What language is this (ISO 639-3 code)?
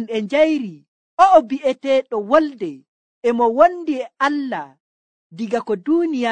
fuv